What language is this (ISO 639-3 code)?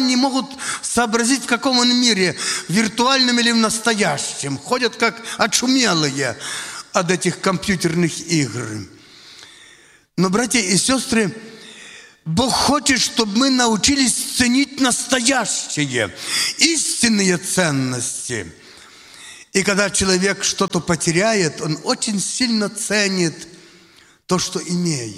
rus